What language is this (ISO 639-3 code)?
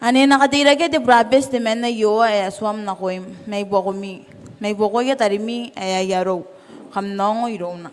gil